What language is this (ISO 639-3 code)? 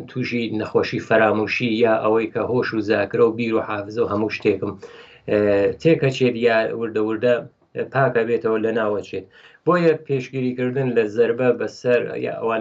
ckb